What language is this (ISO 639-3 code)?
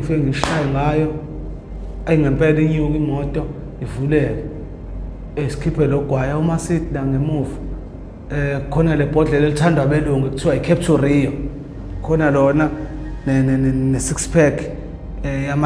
zul